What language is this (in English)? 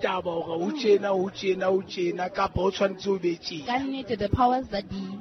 Southern Sotho